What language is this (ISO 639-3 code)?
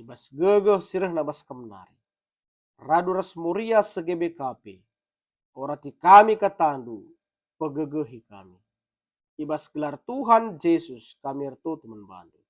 btx